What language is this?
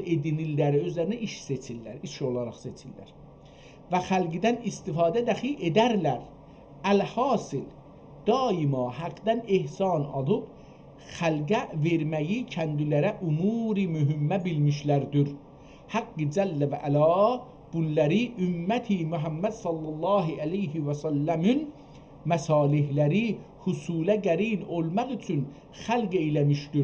South Azerbaijani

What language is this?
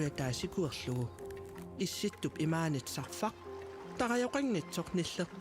Kalaallisut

